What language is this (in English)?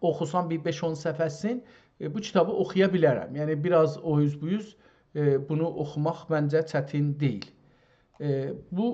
South Azerbaijani